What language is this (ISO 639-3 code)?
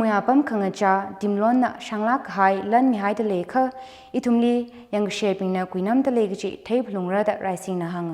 nmf